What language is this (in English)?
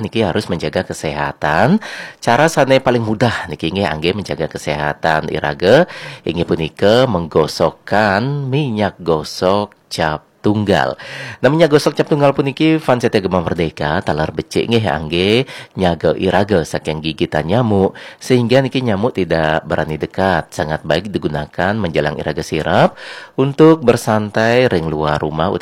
Balinese